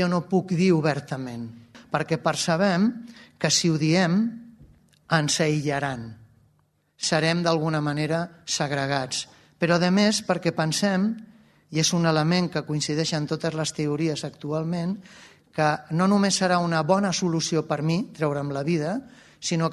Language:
Catalan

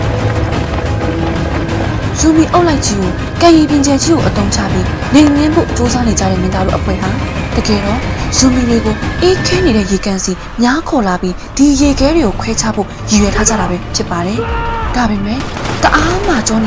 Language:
Burmese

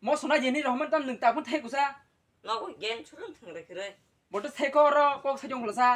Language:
Kok Borok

